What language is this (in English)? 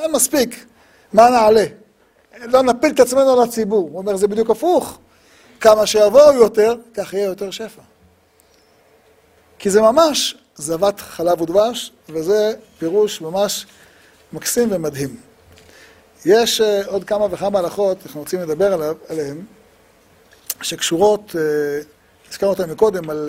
Hebrew